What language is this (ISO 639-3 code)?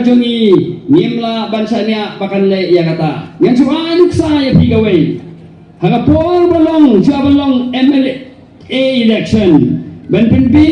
kha